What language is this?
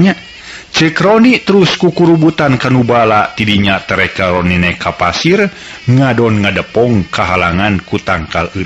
Sundanese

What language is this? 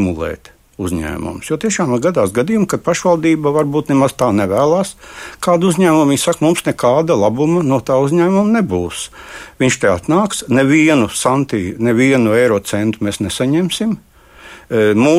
Latvian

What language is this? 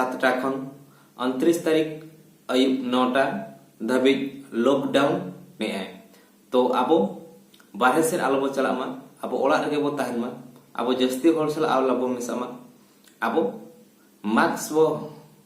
Santali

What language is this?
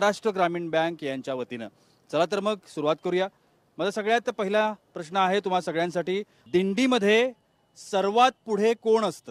Marathi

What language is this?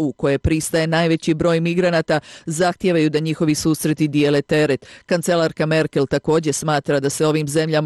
Croatian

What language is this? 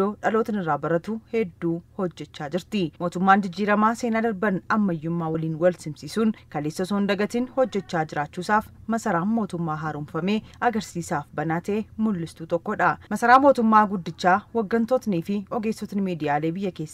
Oromo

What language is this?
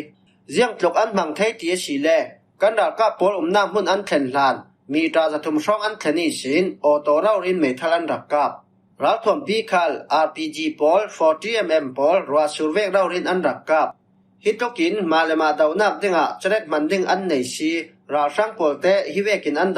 Falam Chin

